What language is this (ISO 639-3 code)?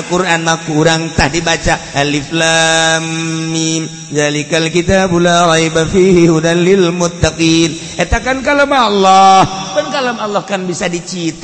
sun